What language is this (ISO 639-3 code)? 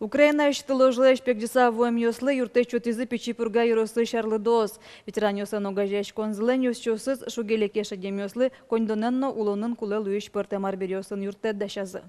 udm